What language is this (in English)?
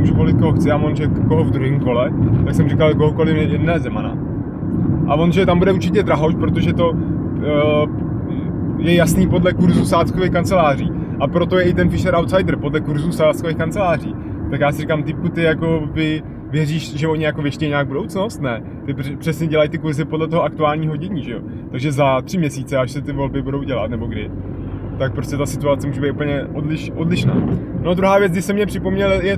Czech